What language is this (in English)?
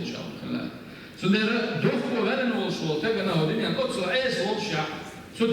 Chechen